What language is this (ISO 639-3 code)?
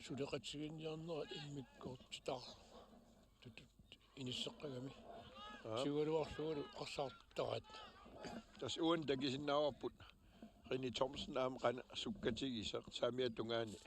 kal